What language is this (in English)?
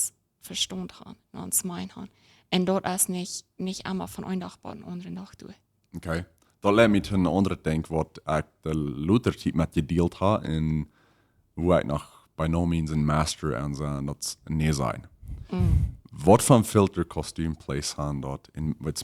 Plautdietsch